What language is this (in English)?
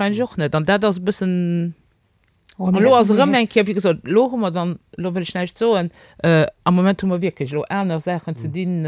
Luxembourgish